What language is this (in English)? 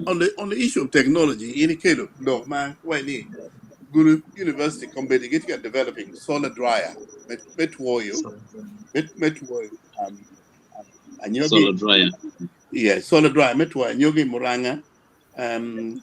Acoli